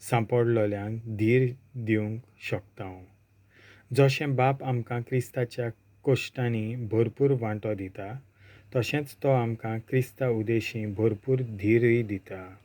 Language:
Konkani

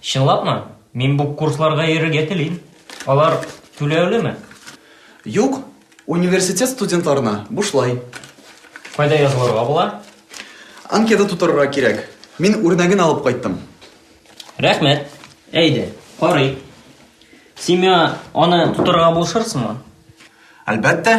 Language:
Tatar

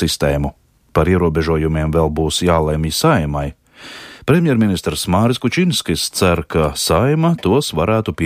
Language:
Latvian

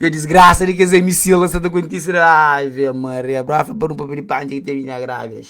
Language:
Kabuverdianu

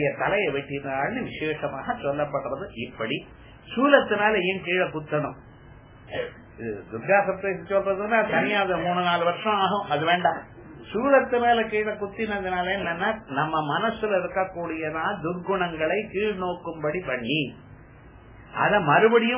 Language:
Tamil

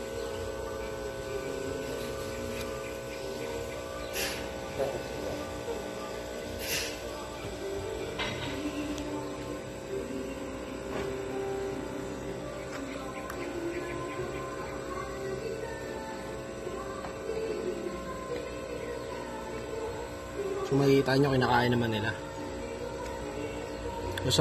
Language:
Filipino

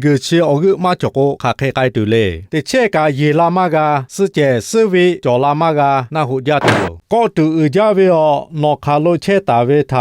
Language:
Lahu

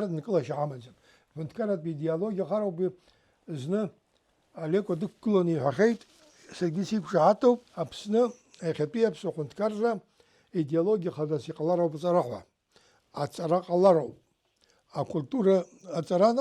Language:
Abkhazian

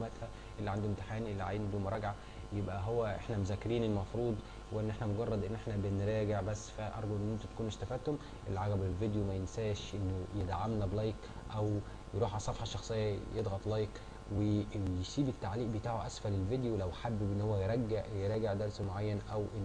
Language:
Egyptian Arabic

